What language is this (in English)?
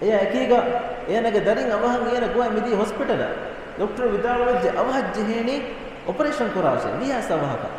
Divehi